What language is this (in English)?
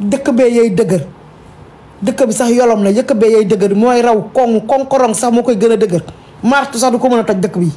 Wolof